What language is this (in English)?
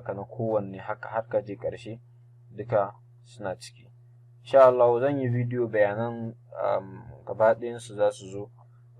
Hausa